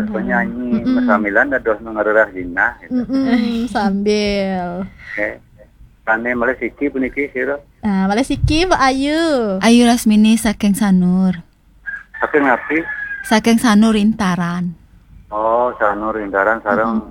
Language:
Balinese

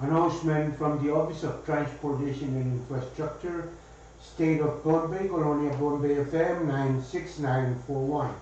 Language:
Pohnpeian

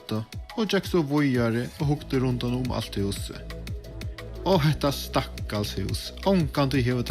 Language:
Faroese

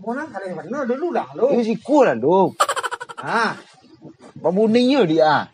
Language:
Minangkabau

